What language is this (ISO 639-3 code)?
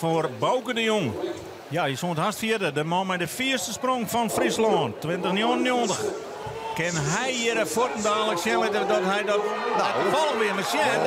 fry